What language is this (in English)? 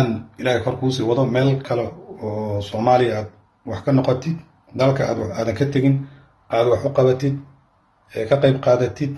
Somali